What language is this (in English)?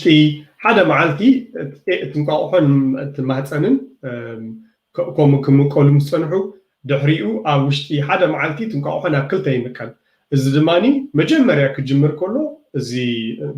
Tigrinya